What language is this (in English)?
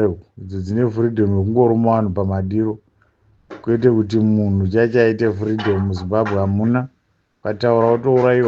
Shona